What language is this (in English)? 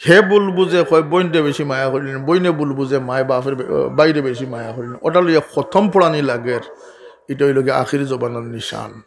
Sylheti